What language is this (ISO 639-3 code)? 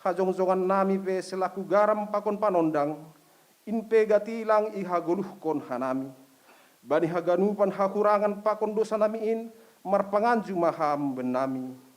bts